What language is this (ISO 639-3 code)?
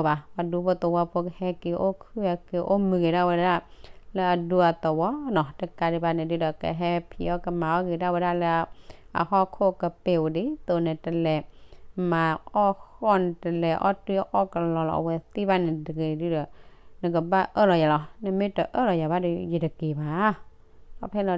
ksw